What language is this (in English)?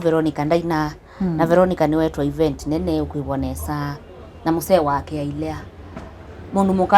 Kamba